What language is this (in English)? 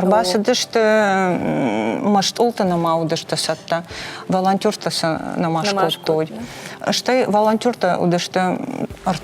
Ossetic